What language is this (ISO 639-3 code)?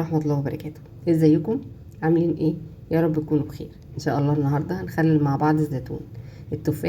arz